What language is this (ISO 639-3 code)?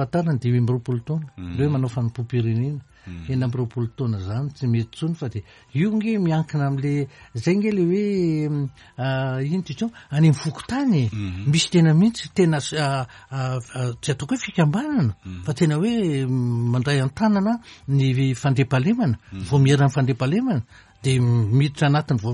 mlg